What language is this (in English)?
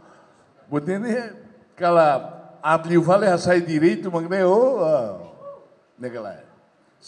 Tetum